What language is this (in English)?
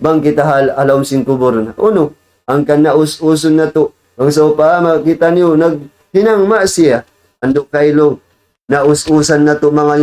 Tausug